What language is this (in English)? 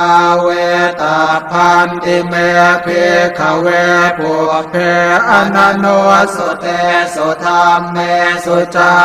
Pali